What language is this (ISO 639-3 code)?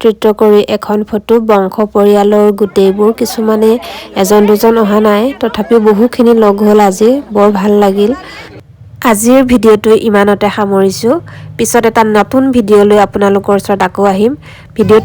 asm